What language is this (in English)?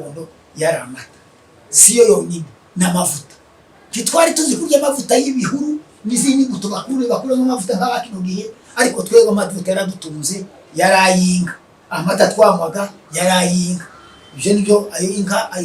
Kinyarwanda